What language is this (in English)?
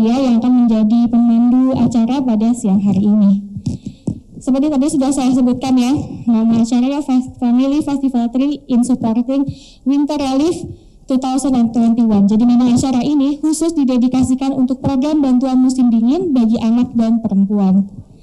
Indonesian